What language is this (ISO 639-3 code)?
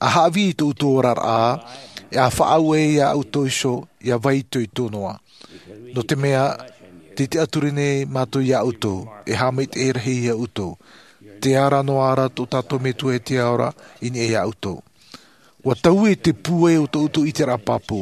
tah